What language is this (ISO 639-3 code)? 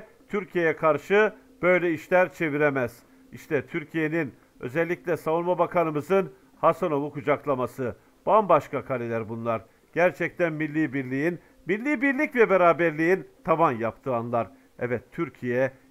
tur